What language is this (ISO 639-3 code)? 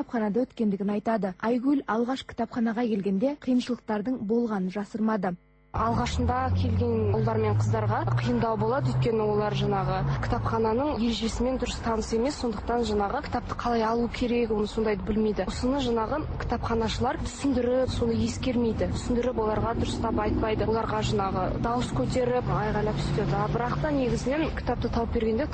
kaz